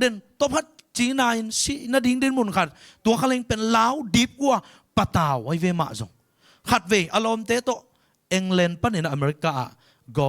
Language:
Tedim Chin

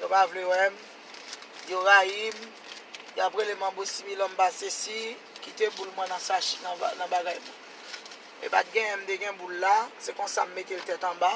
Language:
Haitian Creole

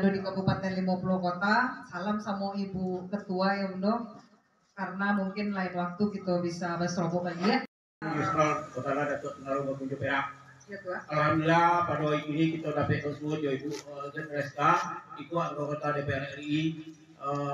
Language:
Minangkabau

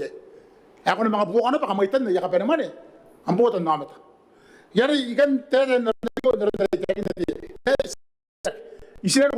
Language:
Gilbertese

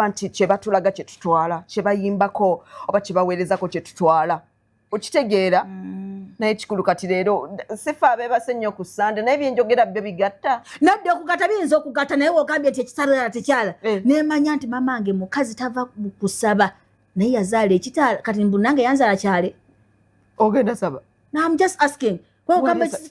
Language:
Ganda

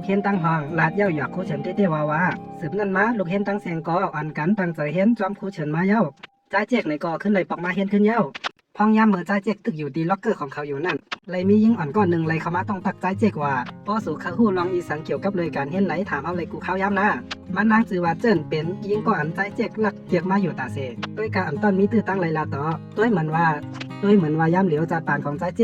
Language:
Shan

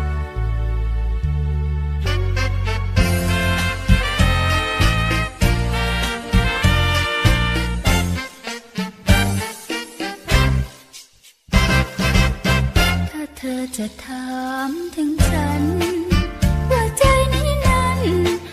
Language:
Thai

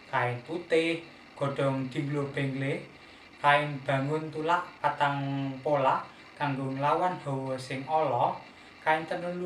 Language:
Javanese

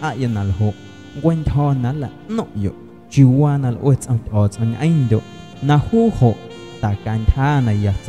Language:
Guerrero Amuzgo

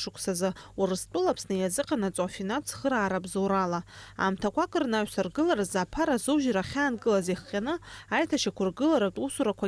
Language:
Abkhazian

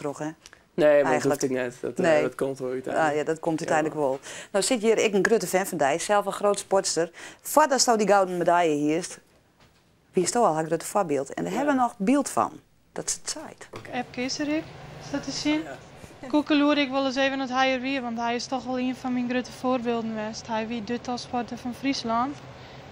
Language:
Western Frisian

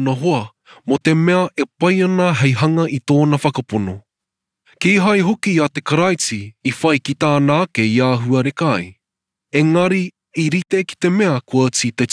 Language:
Māori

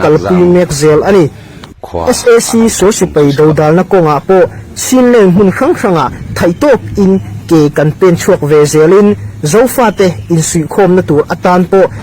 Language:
Mizo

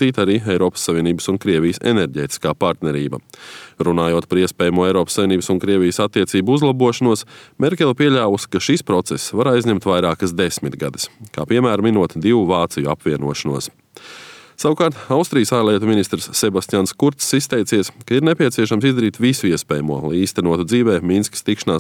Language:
Latvian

